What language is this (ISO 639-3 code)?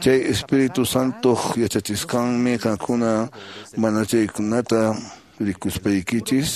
que